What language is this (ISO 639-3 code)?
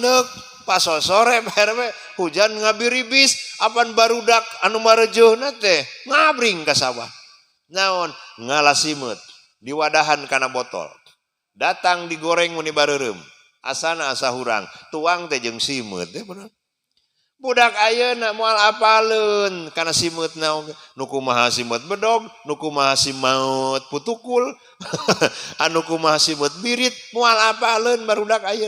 sun